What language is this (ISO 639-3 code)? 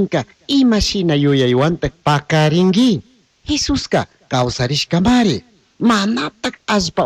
qug